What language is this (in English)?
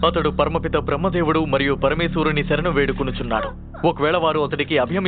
Telugu